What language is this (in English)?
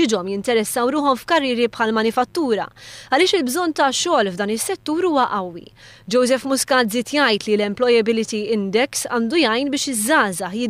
Maltese